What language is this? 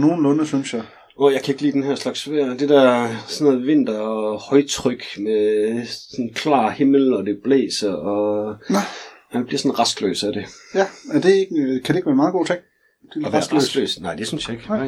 Danish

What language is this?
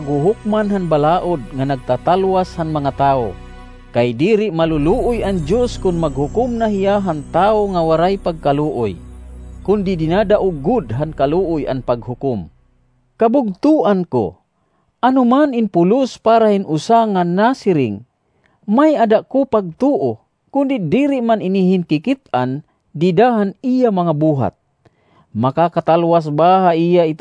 Waray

